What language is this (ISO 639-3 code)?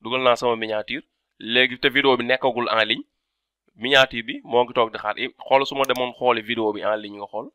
wol